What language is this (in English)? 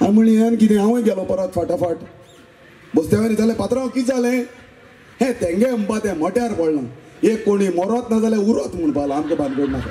Konkani